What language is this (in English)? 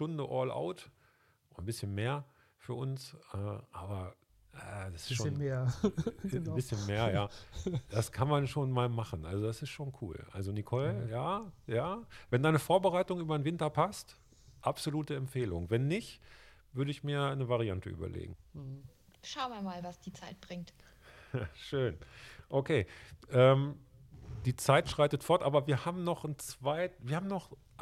German